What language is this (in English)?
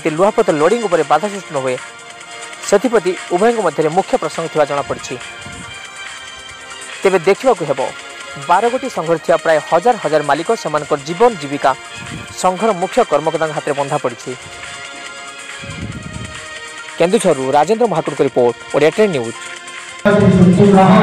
Odia